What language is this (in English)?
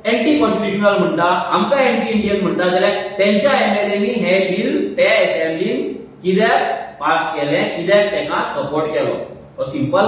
Konkani